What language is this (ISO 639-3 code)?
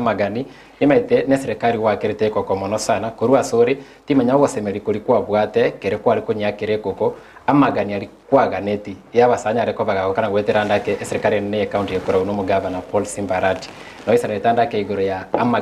guz